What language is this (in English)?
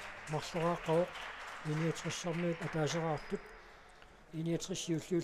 Kalaallisut